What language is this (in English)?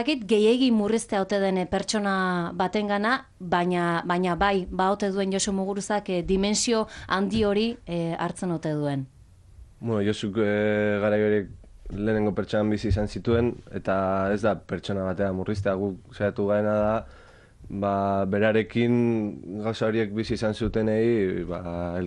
Basque